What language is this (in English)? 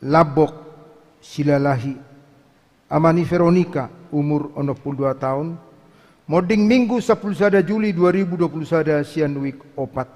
Batak Toba